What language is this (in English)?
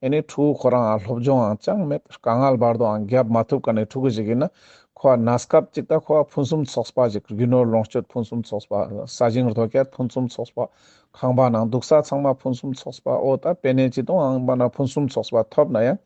Ladakhi